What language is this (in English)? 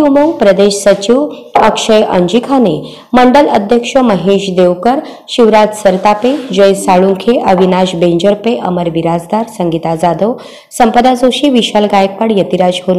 Marathi